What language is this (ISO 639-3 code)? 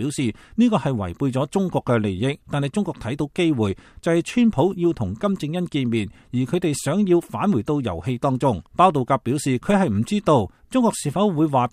yue